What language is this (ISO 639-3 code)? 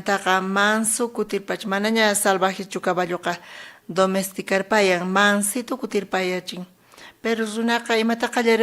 quh